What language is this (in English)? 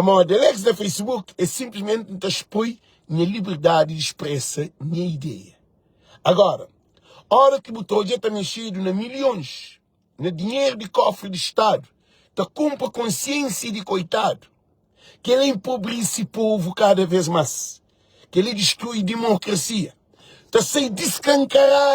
Kabuverdianu